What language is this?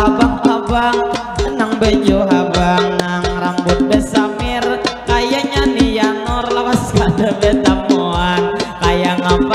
Banjar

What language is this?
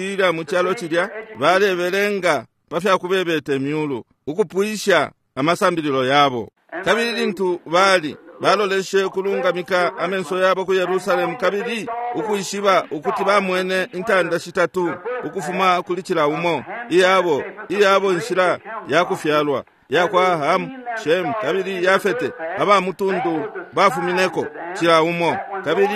Bemba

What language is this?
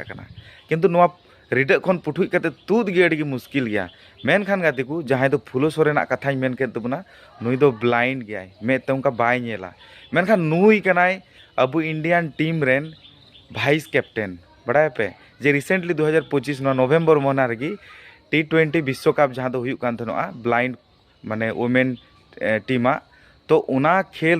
Santali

